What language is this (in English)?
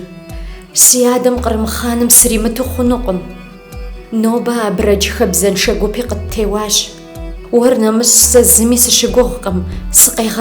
Kabardian